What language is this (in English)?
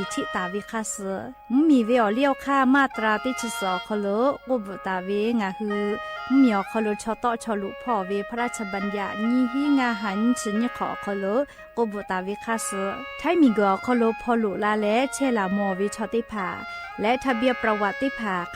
Lahu